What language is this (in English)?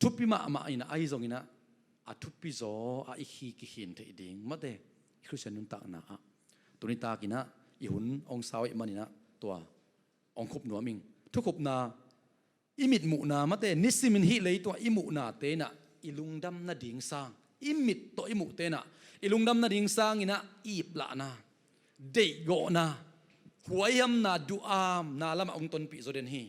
Tedim Chin